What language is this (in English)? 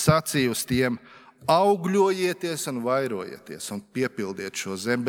Latvian